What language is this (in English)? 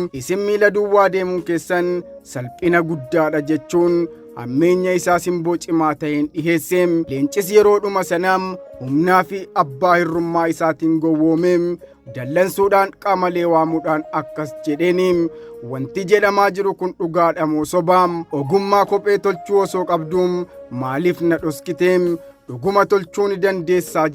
Oromo